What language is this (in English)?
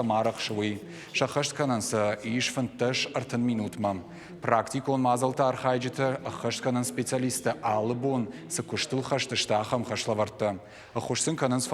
Ossetic